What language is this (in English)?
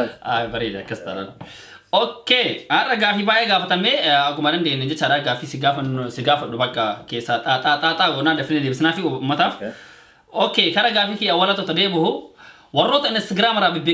Oromo